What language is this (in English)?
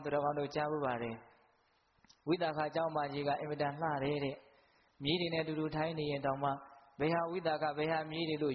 Burmese